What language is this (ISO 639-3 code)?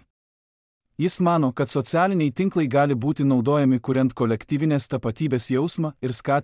lit